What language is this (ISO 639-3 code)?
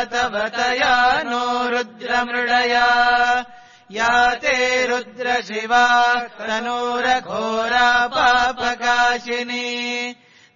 san